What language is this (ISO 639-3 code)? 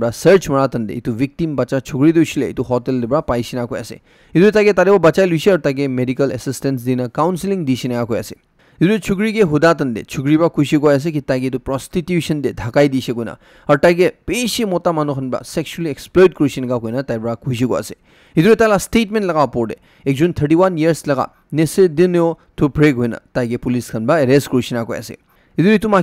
nag